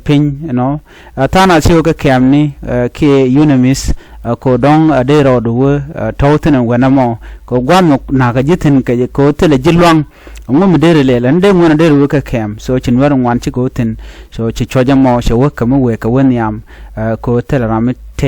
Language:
Nuer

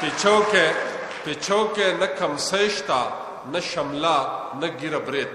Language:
Pashto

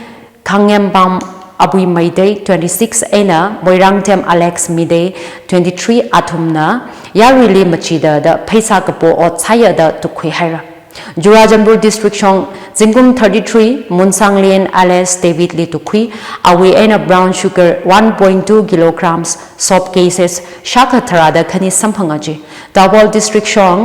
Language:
Tangkhul Naga (India)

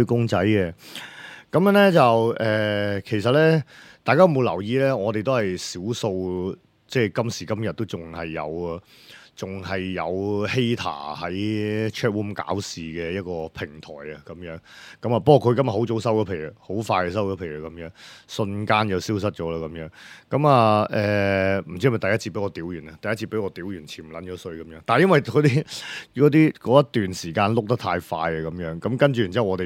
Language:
Cantonese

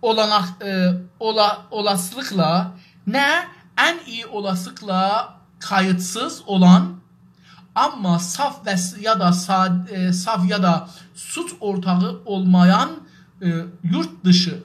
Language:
South Azerbaijani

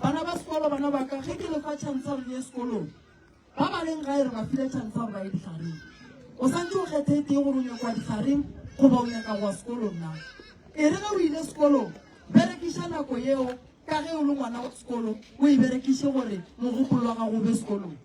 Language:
Northern Sotho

